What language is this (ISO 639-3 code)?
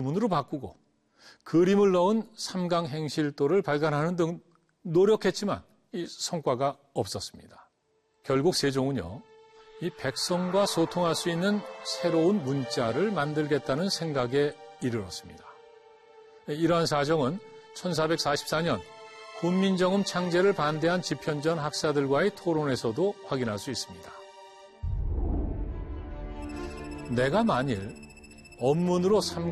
kor